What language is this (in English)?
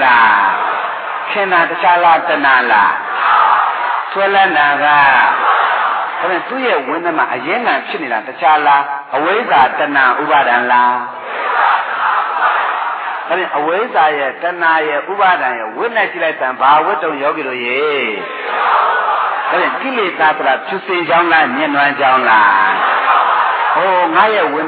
Burmese